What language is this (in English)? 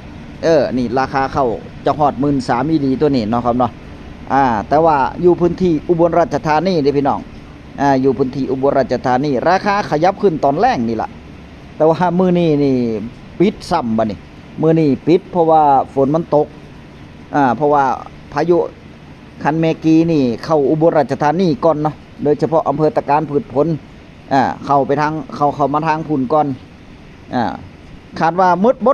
Northeastern Thai